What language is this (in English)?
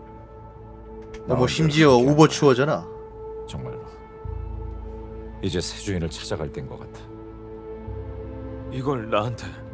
Korean